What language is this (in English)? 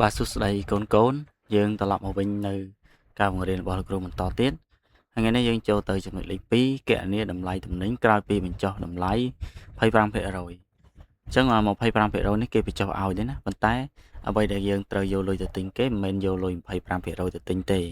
Khmer